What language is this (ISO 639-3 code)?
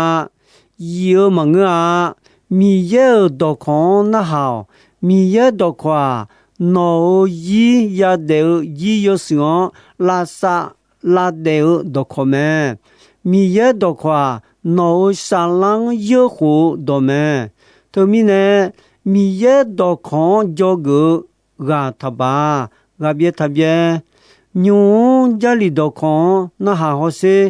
ahk